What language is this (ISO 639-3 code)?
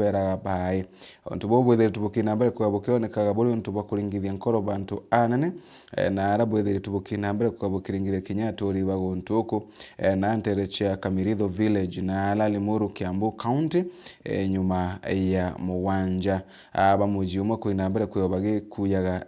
mer